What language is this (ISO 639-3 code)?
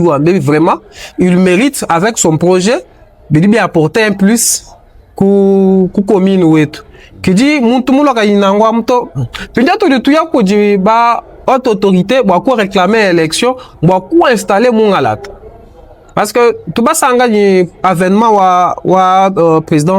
lua